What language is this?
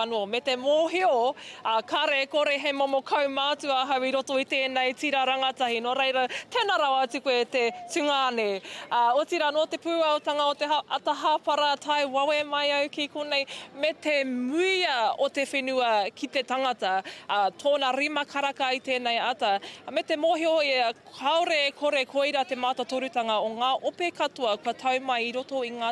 Māori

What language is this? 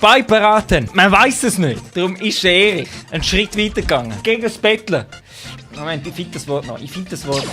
Swiss German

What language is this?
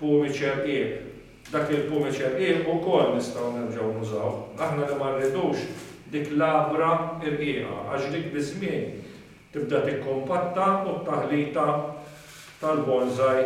Maltese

